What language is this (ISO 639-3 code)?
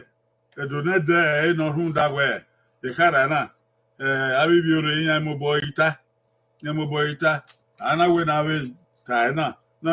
bin